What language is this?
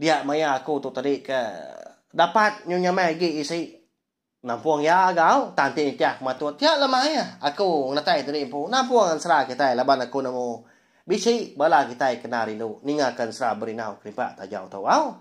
Iban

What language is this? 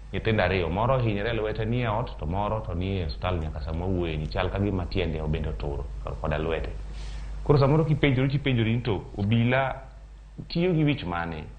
Luo (Kenya and Tanzania)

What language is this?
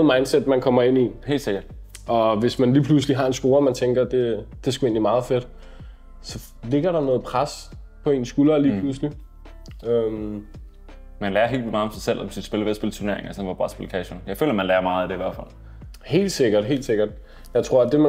Danish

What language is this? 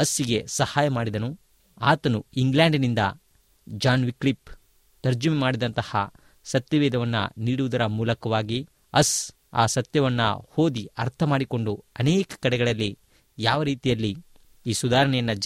Kannada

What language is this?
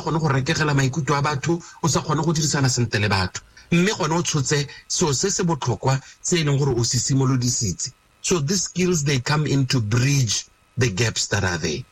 Tswana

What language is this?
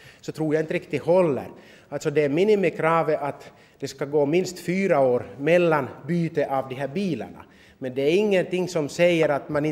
Swedish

